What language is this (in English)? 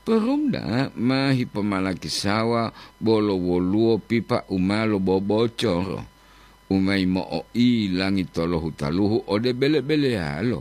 Gorontalo